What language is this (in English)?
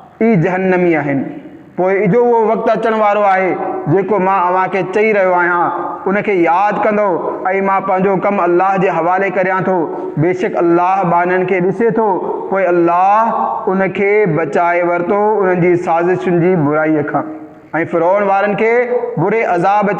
Sindhi